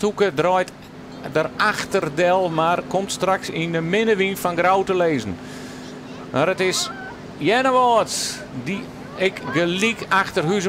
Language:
Western Frisian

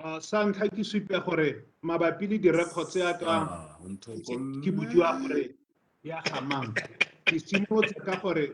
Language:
Tswana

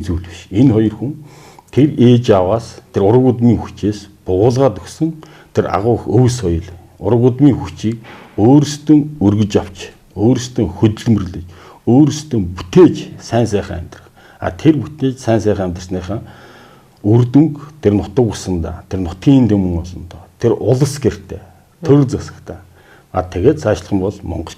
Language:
Mongolian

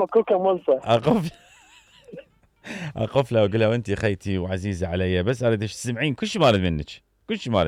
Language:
Mesopotamian Arabic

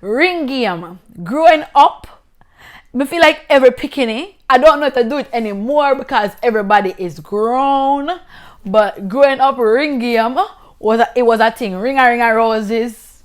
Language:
Jamaican Creole English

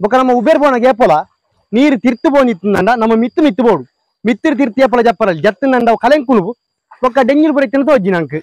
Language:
Tulu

